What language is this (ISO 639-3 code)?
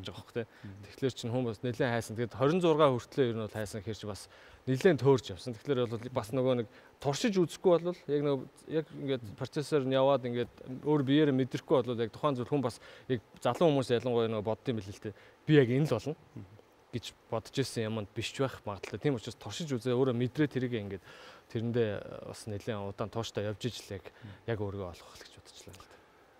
mon